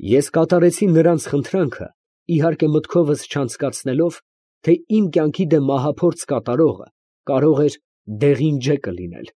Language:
Armenian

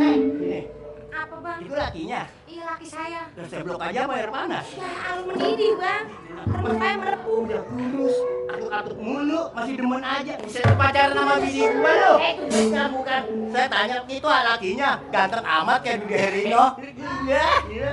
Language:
Betawi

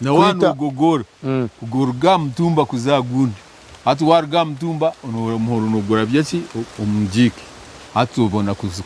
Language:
Nyankole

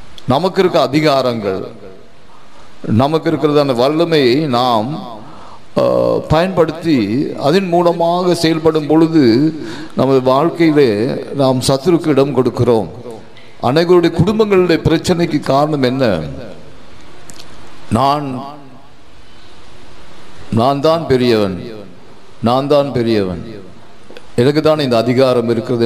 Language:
Tamil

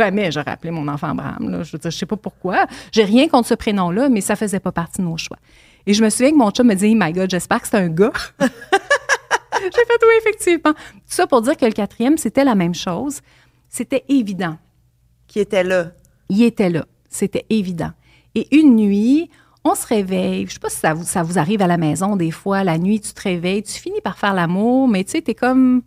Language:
French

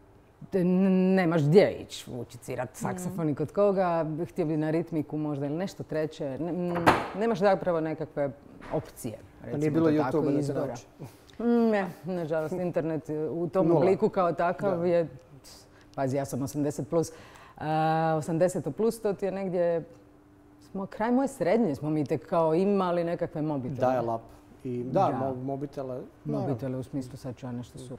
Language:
Croatian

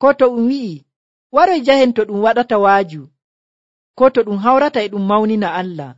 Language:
Nigerian Fulfulde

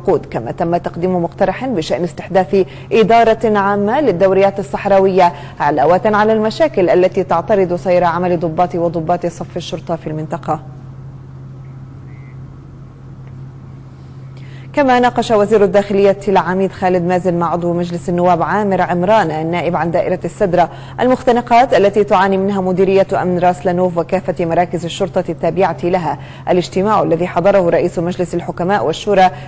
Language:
Arabic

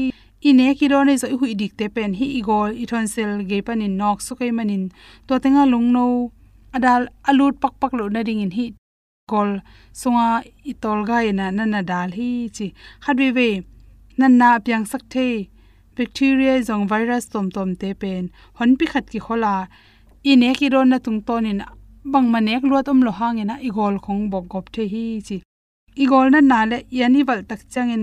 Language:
Tedim Chin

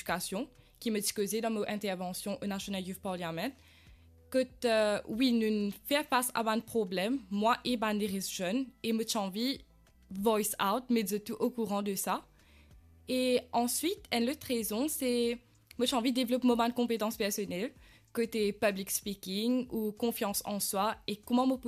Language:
Morisyen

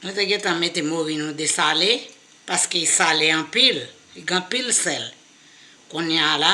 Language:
Haitian Creole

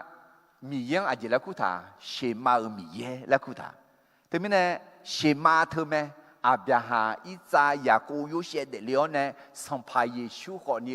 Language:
Akha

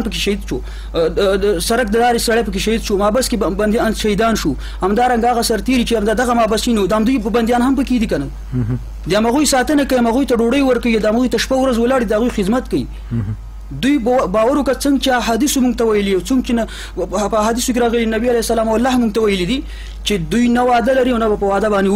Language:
Pashto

